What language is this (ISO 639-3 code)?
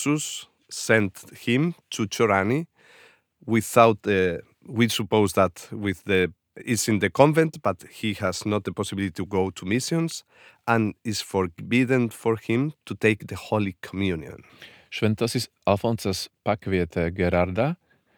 lit